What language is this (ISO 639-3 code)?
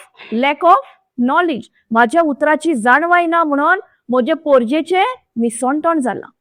kok